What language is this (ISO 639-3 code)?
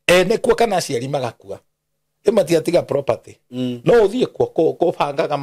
kik